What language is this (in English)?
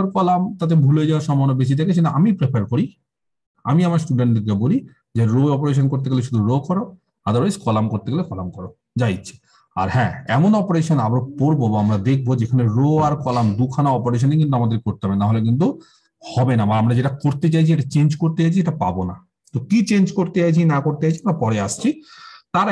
Bangla